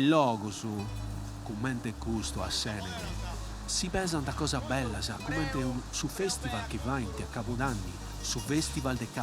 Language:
Sardinian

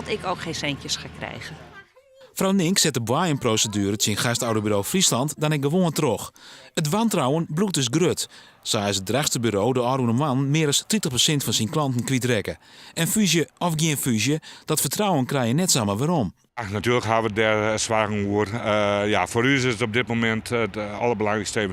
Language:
Western Frisian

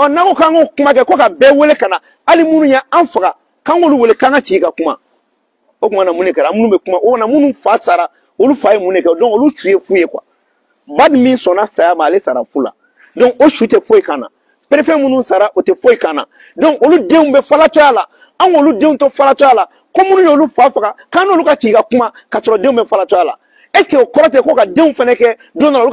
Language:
Bambara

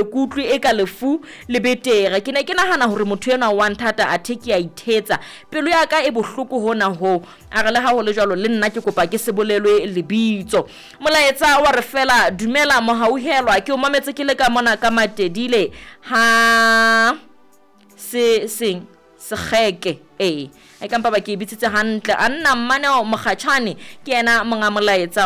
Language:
Southern Sotho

